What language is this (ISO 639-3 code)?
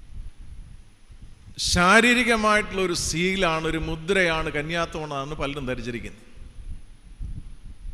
mal